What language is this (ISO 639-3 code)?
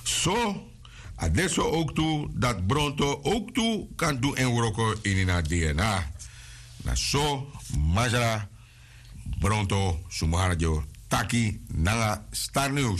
srn